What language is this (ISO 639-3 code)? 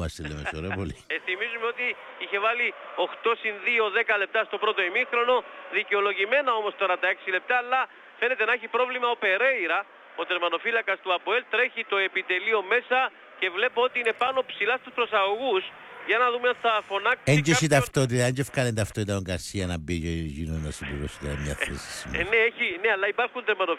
ell